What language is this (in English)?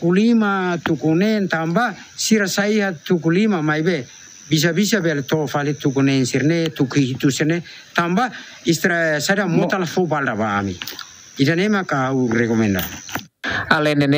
Tetum